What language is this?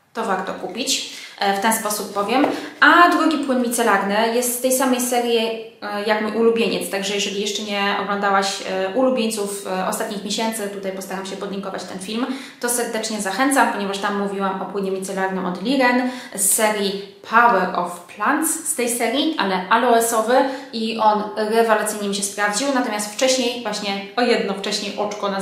Polish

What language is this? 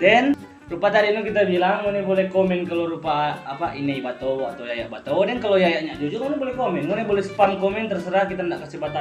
Manado Malay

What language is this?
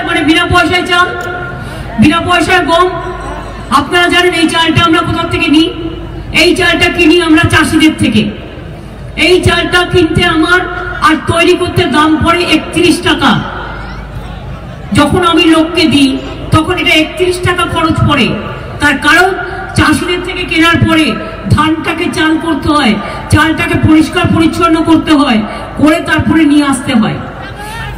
Bangla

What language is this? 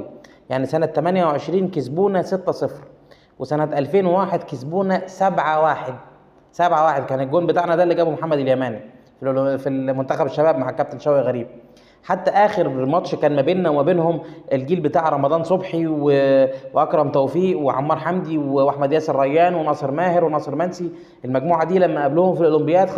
Egyptian Arabic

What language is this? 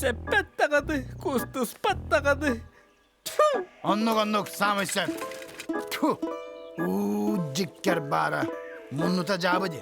Yakut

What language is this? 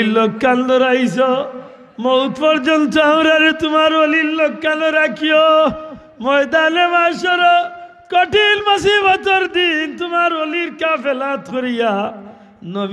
Sylheti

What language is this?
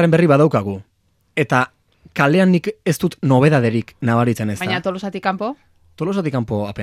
Basque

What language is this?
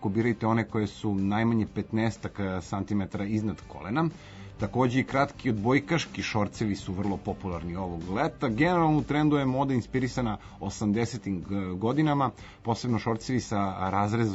Serbian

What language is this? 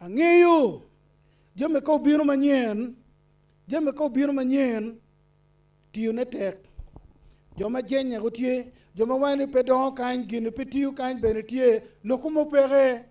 Acoli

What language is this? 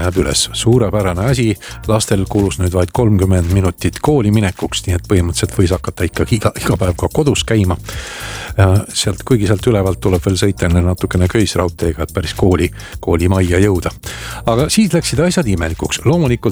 Estonian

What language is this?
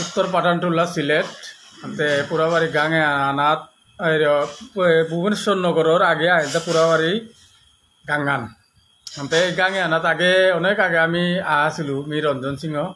Bishnupriya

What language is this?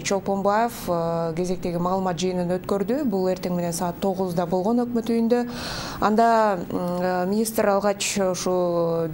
Kyrgyz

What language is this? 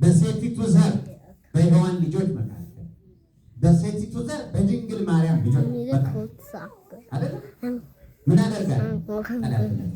Amharic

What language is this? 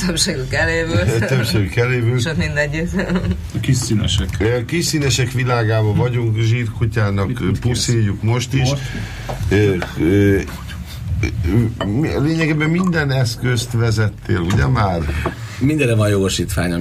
Hungarian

